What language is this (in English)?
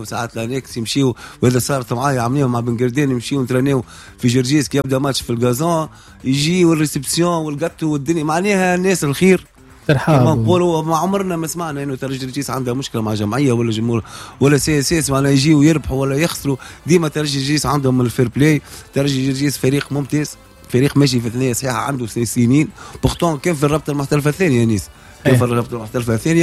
Tunisian Arabic